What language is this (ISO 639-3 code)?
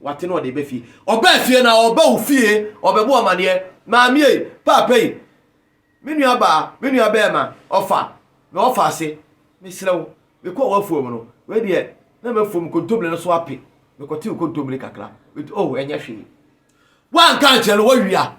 aka